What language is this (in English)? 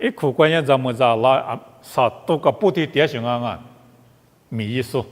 Lisu